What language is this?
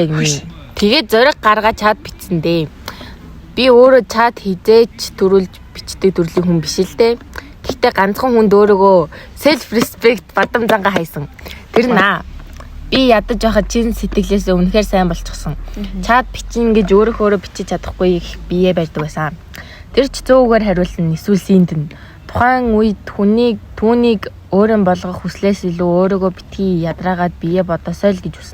Mongolian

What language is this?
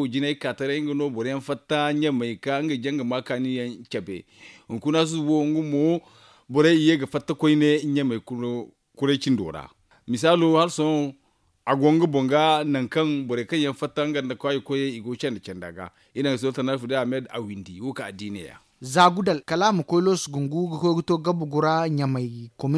Zarma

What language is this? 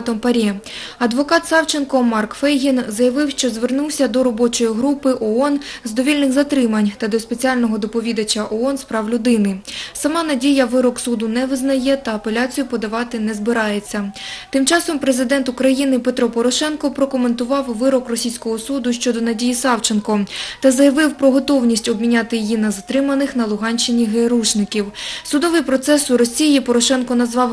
Ukrainian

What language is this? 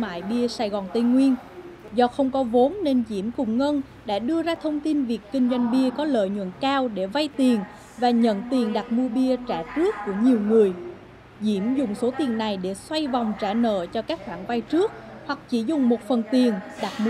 Vietnamese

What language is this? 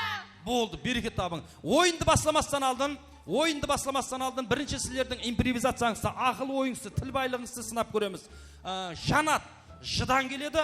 Kara-Kalpak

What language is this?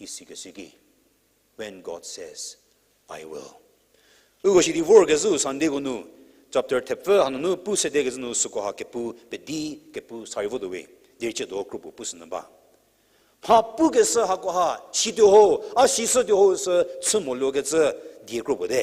Angami Naga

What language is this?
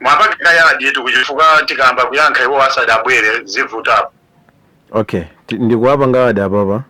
Nyanja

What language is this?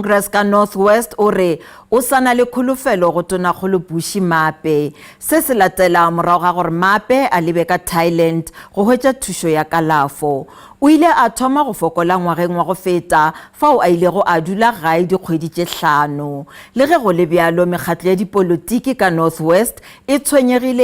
Northern Sotho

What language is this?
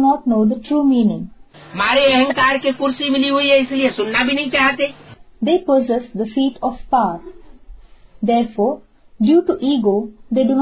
Hindi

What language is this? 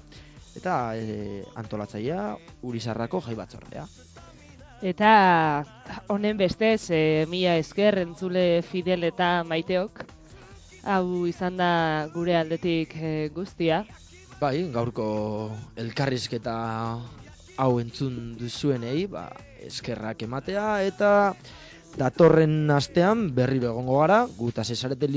Basque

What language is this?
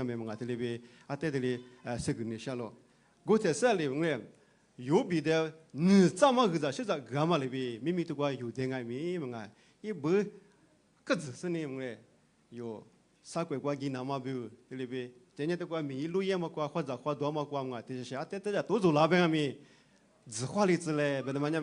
Lisu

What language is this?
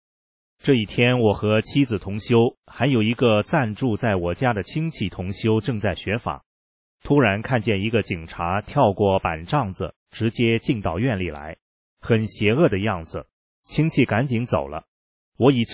Chinese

